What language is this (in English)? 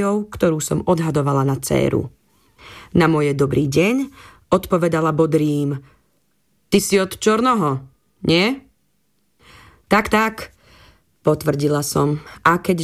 Slovak